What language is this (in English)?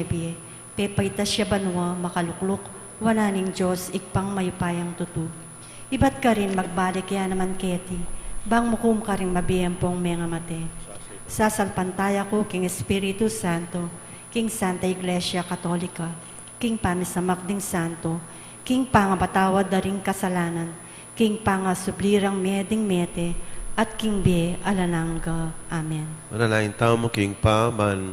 Pampanga